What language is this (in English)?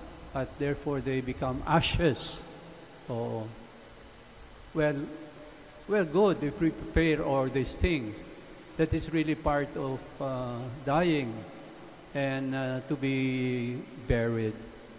Filipino